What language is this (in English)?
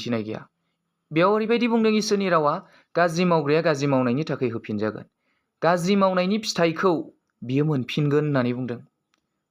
Bodo